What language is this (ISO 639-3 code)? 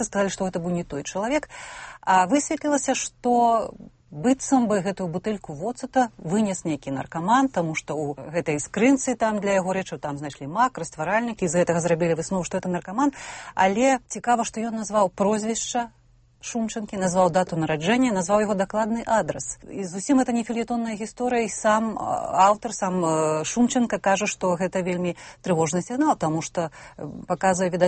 bel